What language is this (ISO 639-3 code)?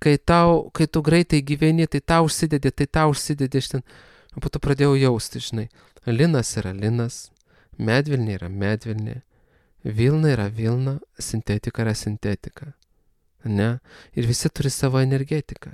lit